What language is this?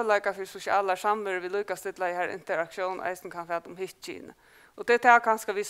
Faroese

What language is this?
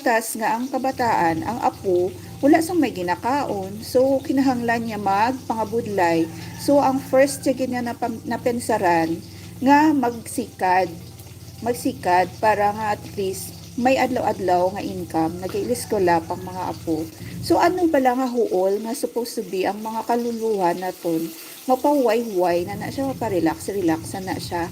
Hiligaynon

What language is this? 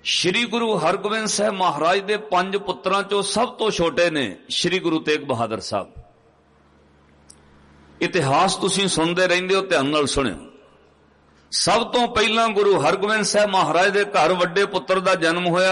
Punjabi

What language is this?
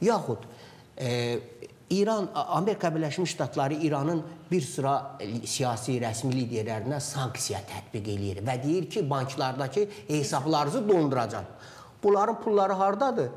Azerbaijani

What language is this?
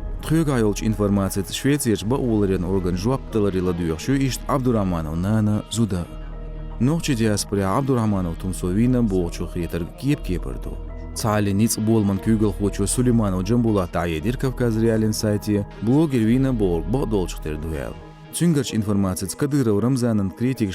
Chechen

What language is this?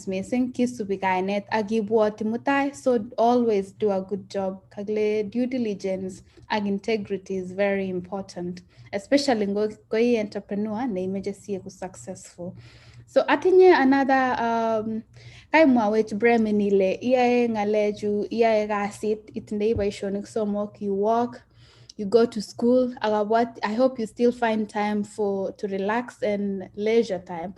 Kalenjin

